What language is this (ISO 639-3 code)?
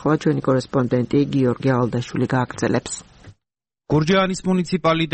kat